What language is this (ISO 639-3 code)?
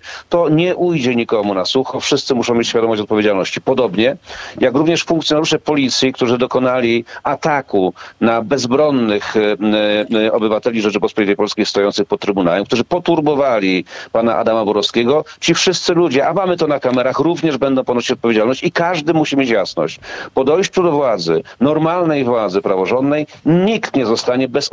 pol